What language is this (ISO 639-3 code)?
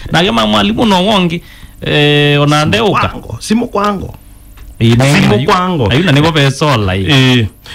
kam